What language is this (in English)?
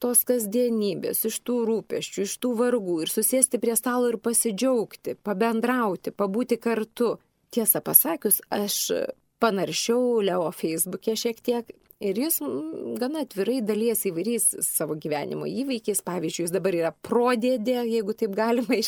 Lithuanian